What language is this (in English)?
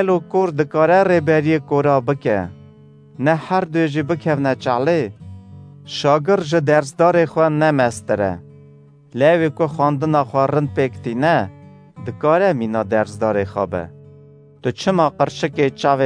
Kurdish